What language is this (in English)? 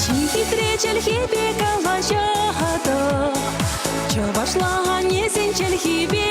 Chuvash